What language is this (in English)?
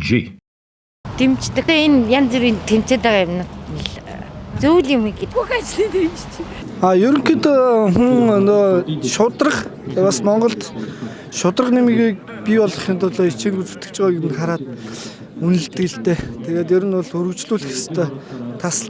Mongolian